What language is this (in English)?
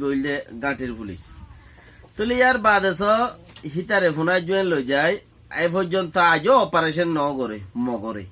Rohingya